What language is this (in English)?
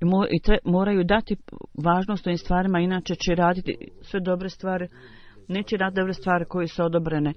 Bosnian